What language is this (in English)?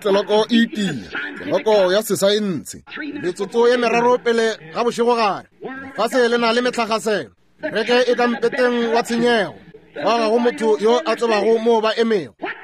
Northern Sotho